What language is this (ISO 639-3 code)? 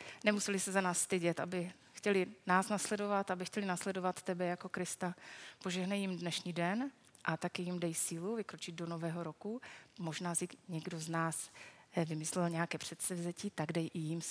ces